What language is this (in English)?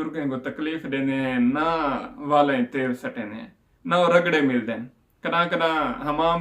Saraiki